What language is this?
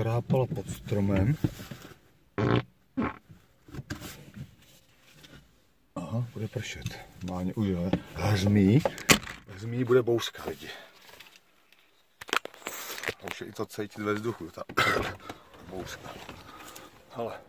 Czech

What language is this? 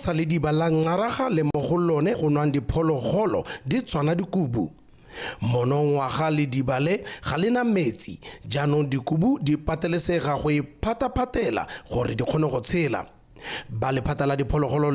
Tswana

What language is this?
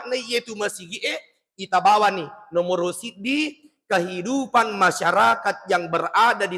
Buginese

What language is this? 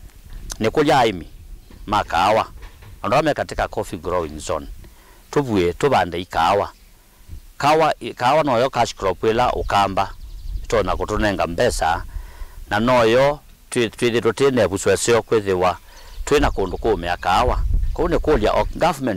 Kamba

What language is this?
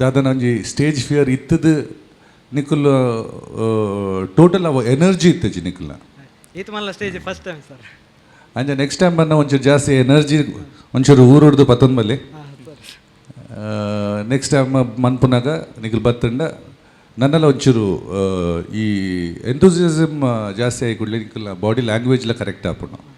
Tulu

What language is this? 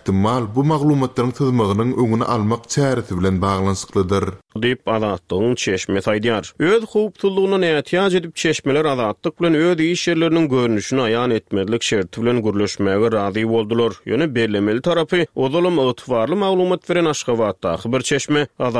Turkmen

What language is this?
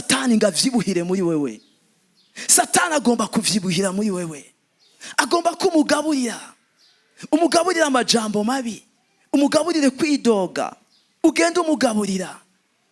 Rundi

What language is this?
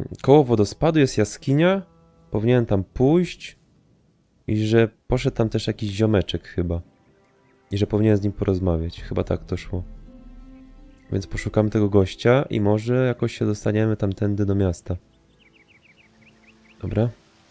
Polish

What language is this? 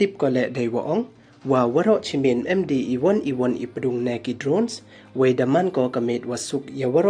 Pnar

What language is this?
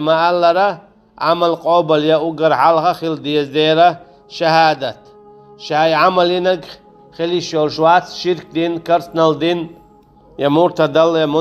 Chechen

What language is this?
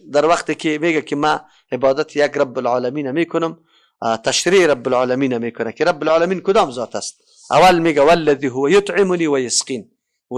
Persian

